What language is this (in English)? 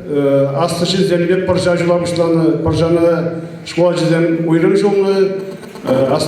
Chuvash